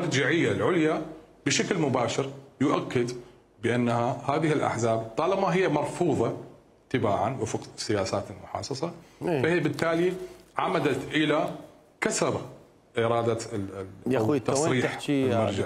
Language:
Mesopotamian Arabic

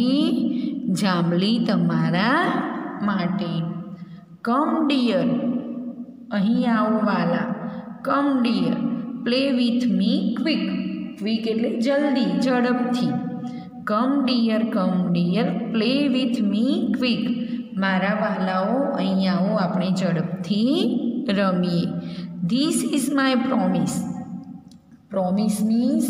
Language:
Gujarati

